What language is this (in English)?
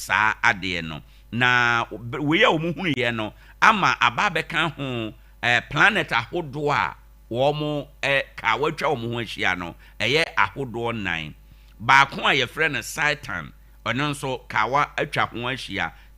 Akan